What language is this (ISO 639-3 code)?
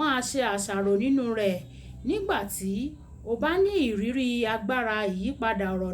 yor